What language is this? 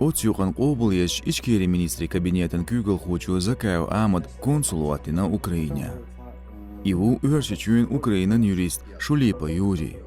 Chechen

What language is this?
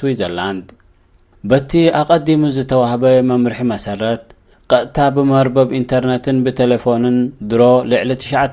Tigrinya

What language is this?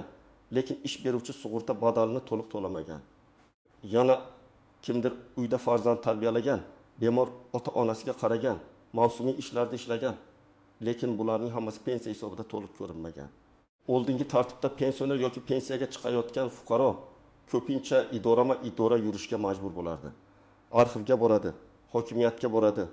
Uzbek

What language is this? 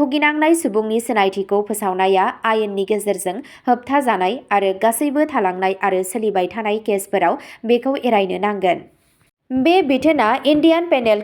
Bodo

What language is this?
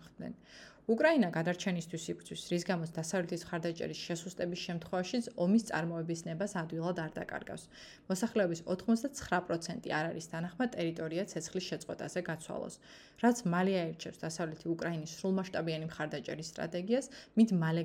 Georgian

